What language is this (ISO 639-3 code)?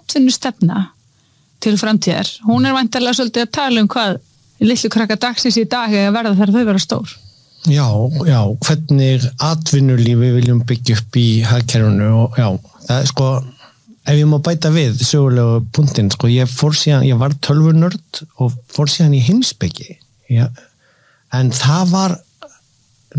isl